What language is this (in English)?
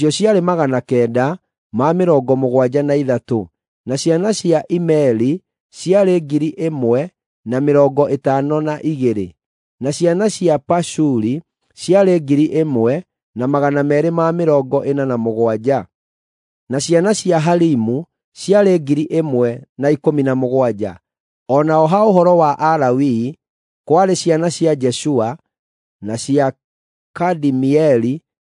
Kikuyu